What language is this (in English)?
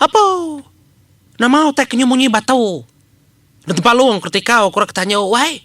Iban